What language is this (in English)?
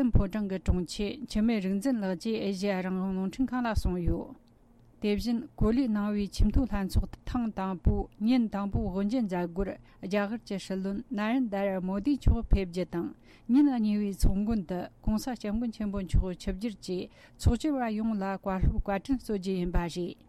Tibetan